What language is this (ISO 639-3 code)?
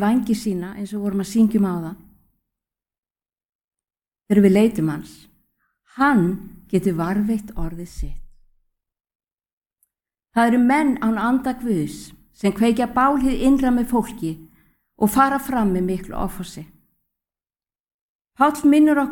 isl